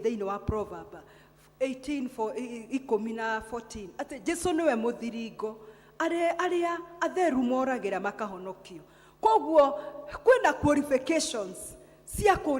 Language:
Kikuyu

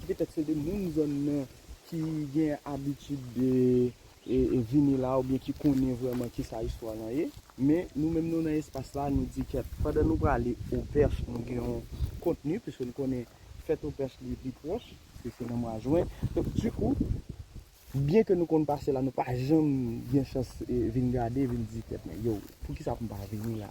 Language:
Haitian Creole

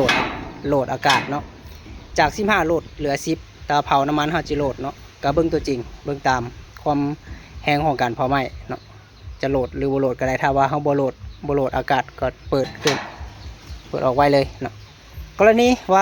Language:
Lao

